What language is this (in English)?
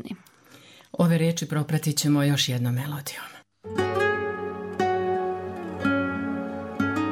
Croatian